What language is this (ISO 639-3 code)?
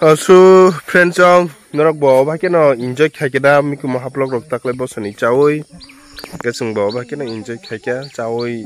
trp